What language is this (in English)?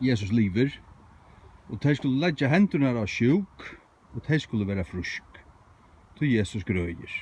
Faroese